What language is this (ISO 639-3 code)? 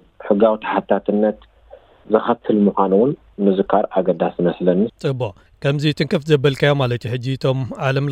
tir